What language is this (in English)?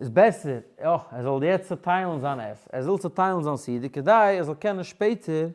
Yiddish